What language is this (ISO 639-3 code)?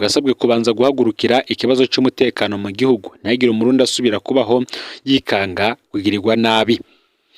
run